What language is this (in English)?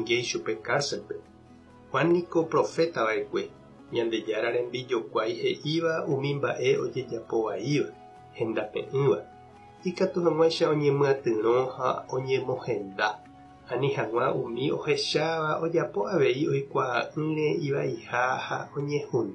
Guarani